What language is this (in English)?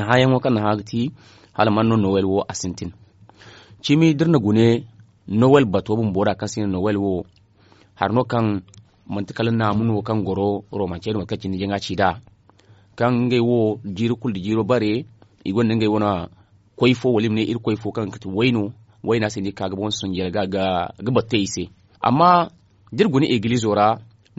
Zarma